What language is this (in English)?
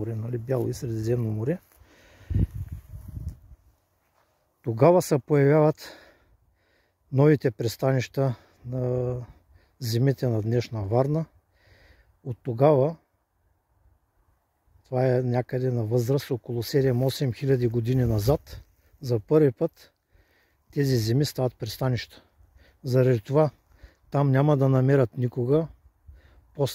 Bulgarian